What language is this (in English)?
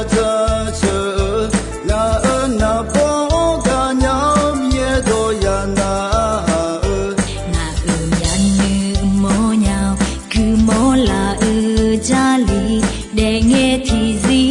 Akha